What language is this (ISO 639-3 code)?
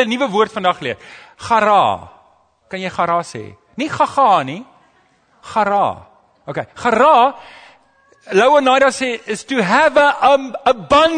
afr